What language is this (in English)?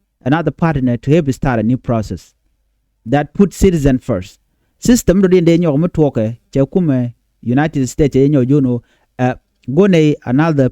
Nuer